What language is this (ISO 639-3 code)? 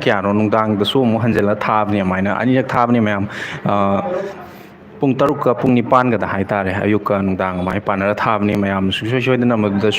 mni